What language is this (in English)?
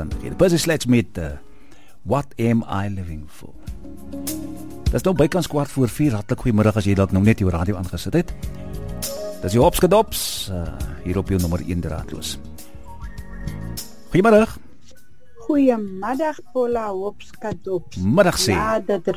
Afrikaans